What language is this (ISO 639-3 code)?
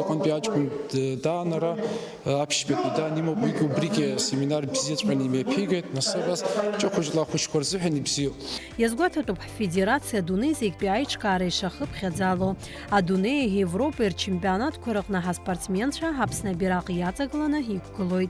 abk